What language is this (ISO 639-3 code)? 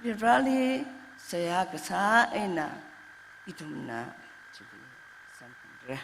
nmf